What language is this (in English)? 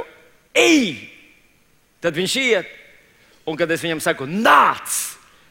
Latvian